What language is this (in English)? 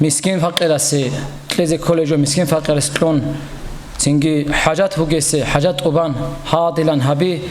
Avaric